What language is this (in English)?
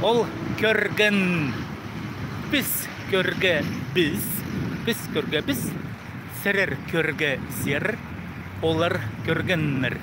Khakas